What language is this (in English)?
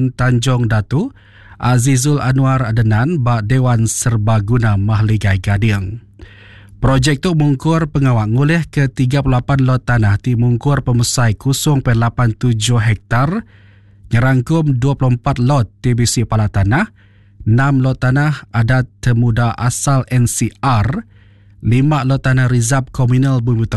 Iban